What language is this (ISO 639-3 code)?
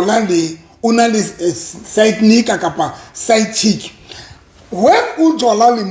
sot